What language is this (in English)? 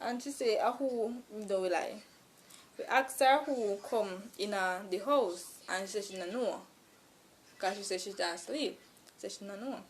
Jamaican Creole English